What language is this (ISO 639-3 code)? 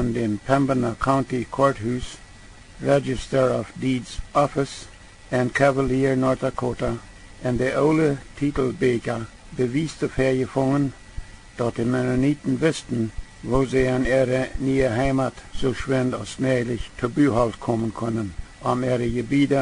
pdt